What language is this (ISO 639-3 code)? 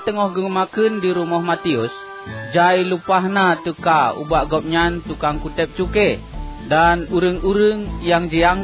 ace